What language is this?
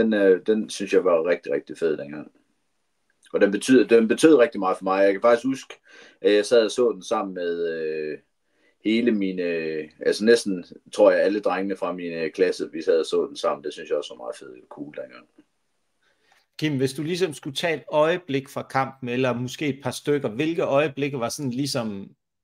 Danish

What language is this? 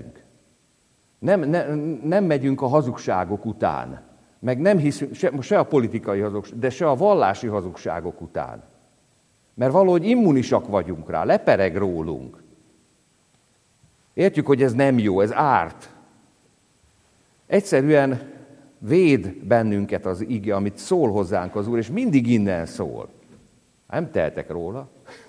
Hungarian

